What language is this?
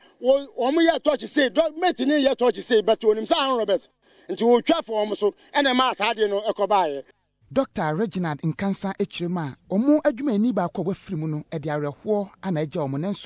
Akan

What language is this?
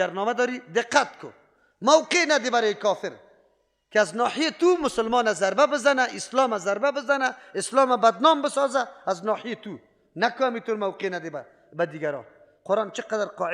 Persian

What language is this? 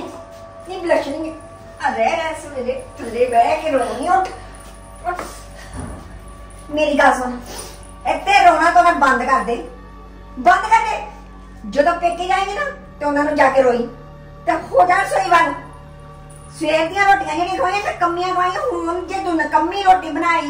Punjabi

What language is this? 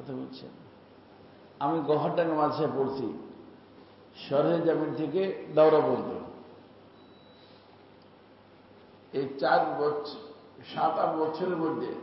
Bangla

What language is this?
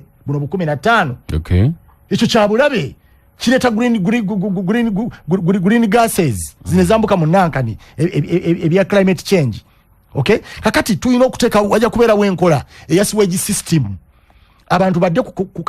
Ganda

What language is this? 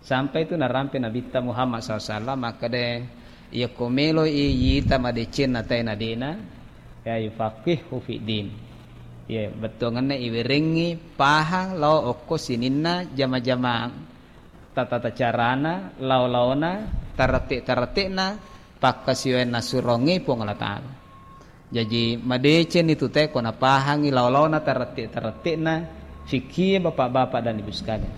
Buginese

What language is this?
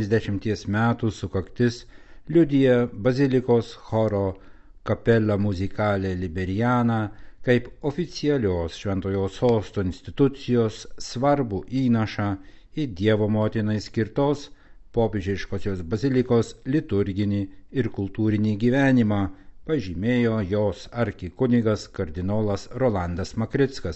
Lithuanian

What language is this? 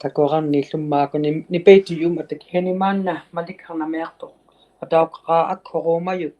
Inuktitut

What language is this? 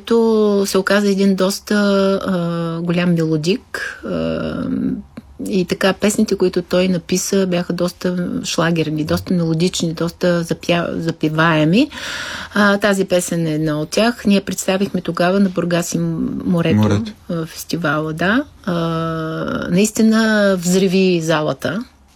Bulgarian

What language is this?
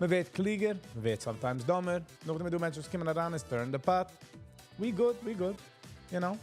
Yiddish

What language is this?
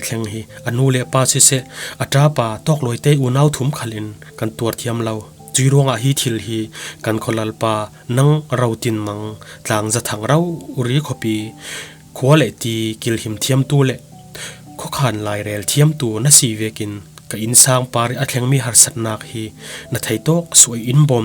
Falam Chin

